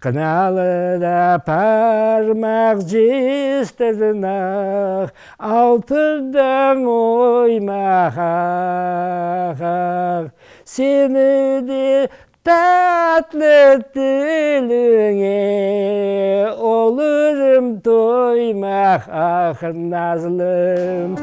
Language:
Crimean Tatar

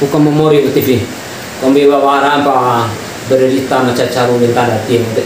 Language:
Bima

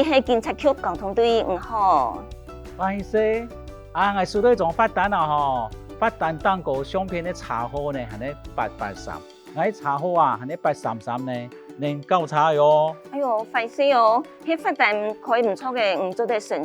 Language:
Hakka Chinese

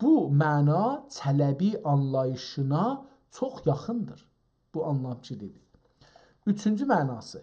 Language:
South Azerbaijani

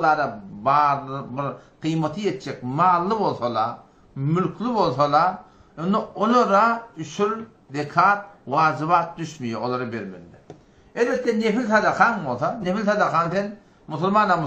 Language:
Turkmen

